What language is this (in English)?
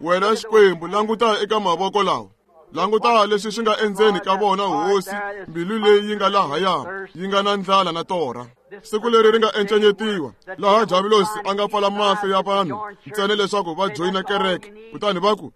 Tsonga